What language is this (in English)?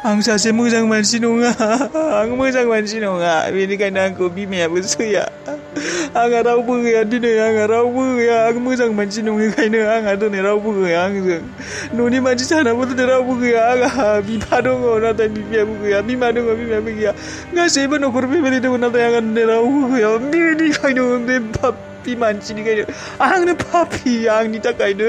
Bodo